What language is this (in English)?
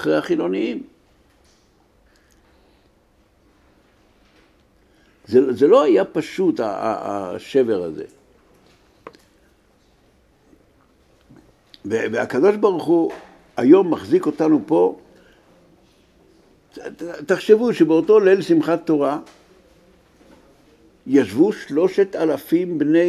Hebrew